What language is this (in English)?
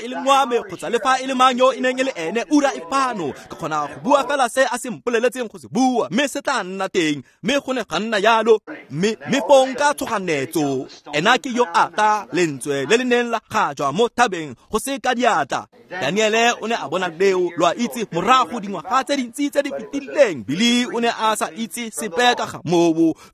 Tswana